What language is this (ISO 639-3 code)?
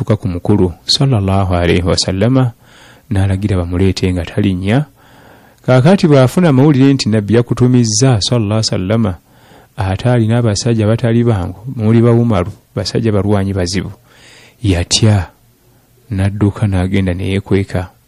lug